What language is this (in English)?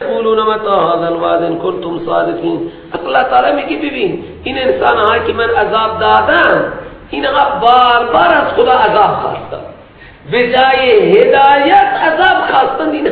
Persian